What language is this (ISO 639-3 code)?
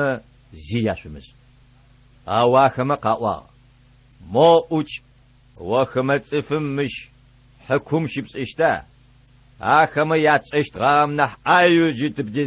ady